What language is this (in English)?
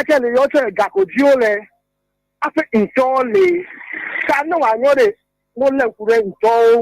Ewe